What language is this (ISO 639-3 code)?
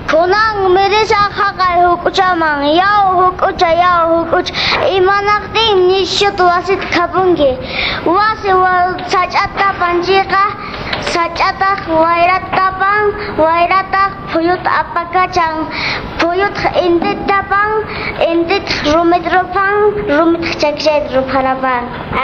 que